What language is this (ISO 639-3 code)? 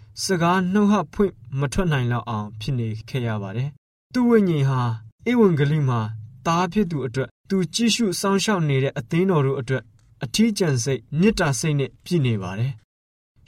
mya